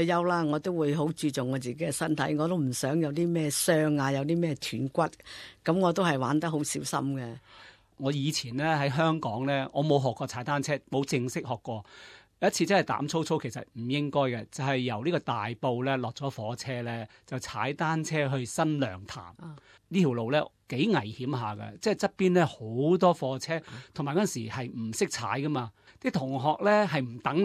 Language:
Cantonese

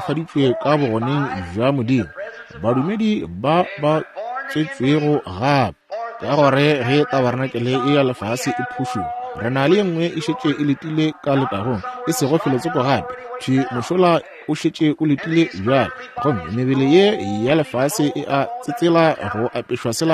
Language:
Northern Sotho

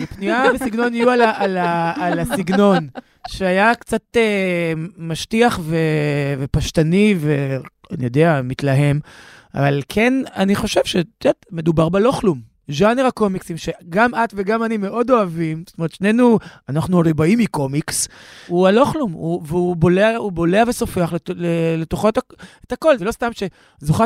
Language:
Hebrew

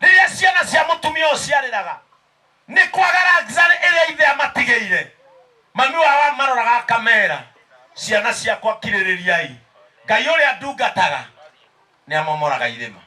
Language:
Kikuyu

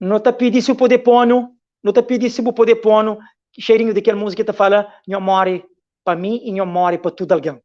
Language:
Kabuverdianu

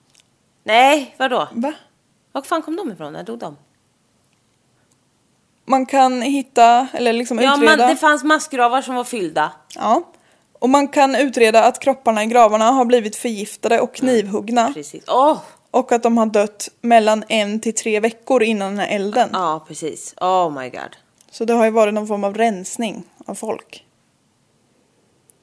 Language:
Swedish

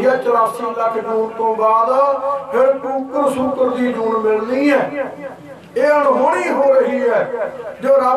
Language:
Punjabi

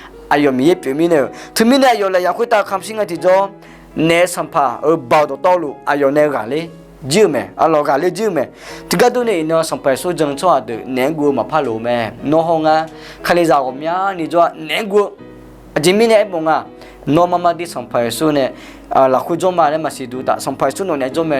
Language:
Akha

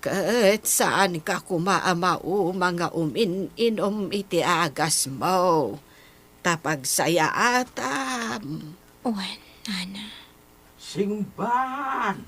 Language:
Iloko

